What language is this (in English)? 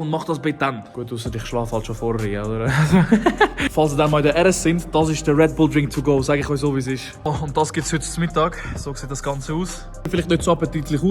Swiss German